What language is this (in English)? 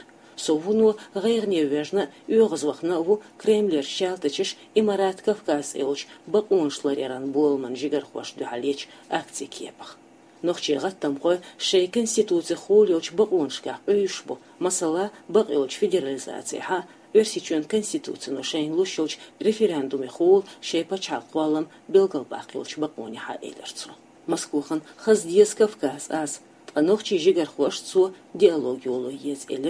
Chechen